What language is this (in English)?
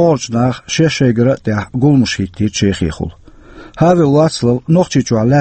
Chechen